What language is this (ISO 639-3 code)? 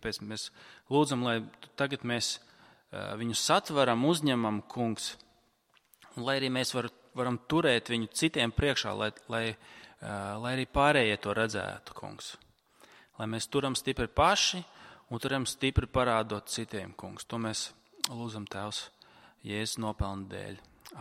lav